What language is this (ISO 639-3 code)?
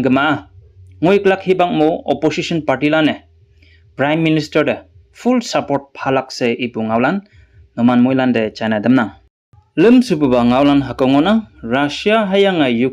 nbe